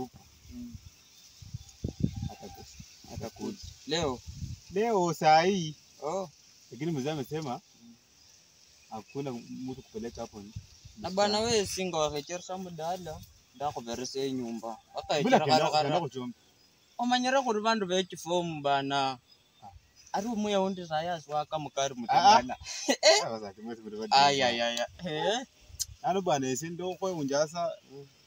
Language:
Swahili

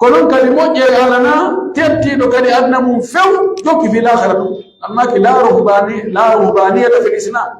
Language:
Pular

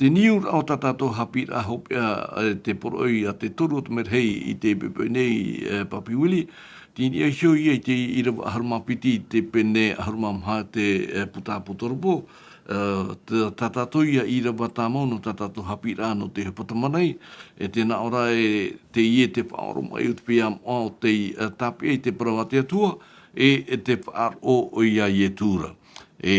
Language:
Tahitian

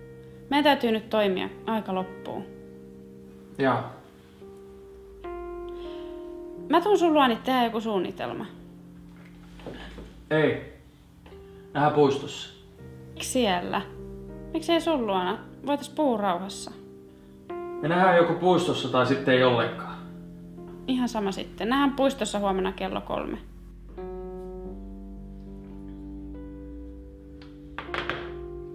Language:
Finnish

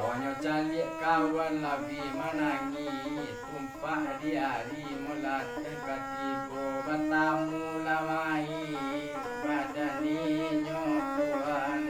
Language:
Minangkabau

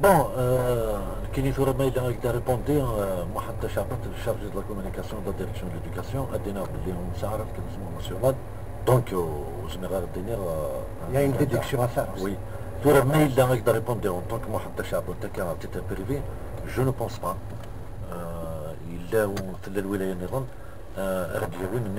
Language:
Kabyle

